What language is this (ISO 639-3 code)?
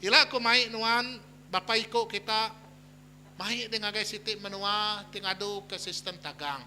iba